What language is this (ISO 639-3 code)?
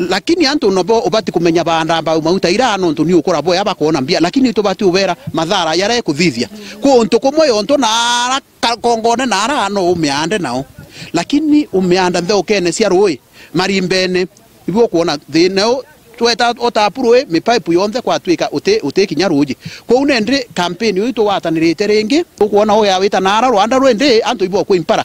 mer